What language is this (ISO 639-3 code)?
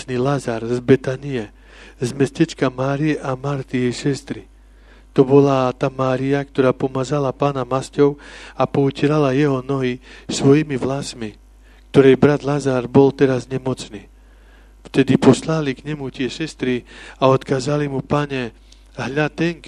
slk